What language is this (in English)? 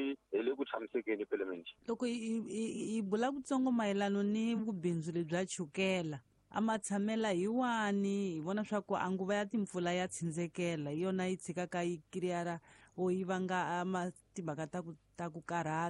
Tsonga